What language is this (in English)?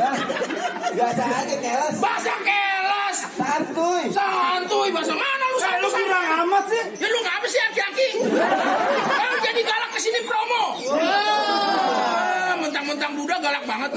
Betawi